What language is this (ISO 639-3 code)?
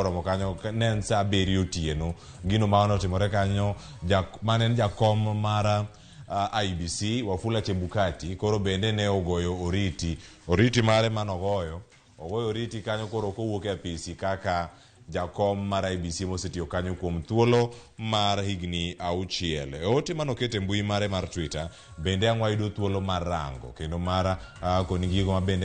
luo